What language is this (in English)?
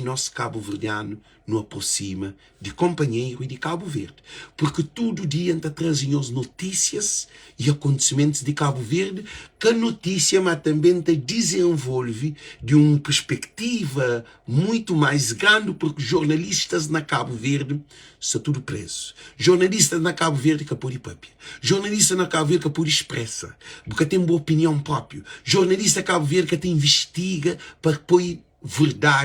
Kabuverdianu